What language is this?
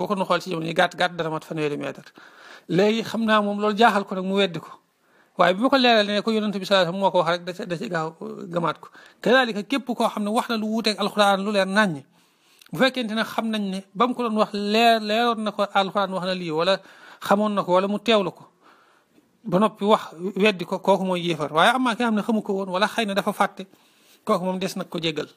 Wolof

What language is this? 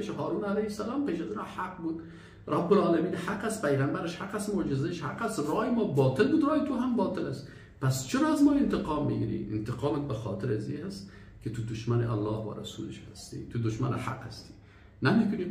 Persian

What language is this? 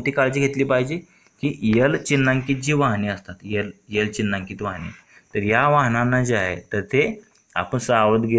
Marathi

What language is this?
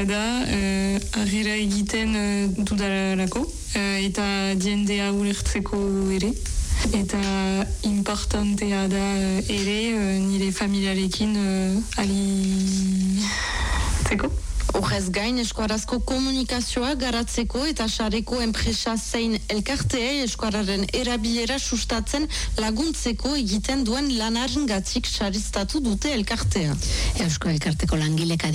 Basque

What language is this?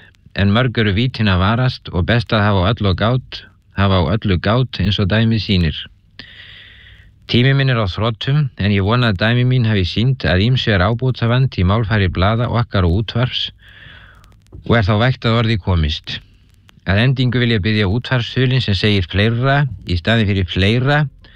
Icelandic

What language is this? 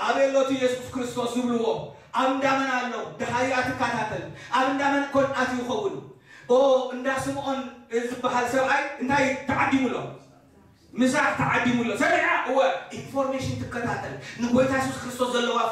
Tigrinya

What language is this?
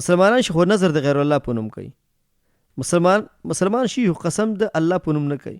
Pashto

